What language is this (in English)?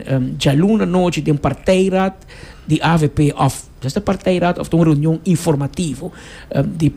Papiamento